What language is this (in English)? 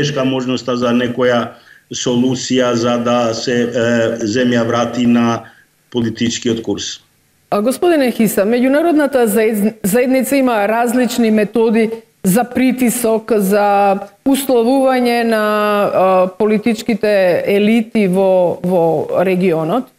Macedonian